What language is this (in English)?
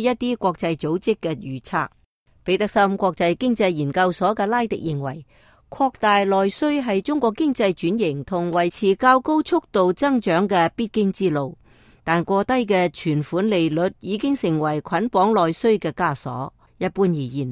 Cantonese